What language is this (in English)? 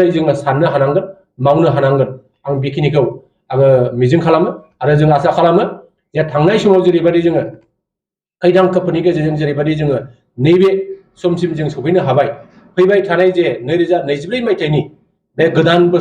Bodo